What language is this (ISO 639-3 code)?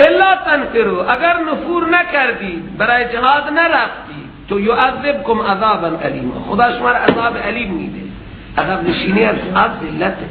fas